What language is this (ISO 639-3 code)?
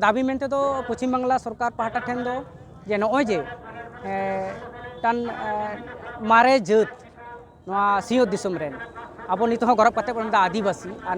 sat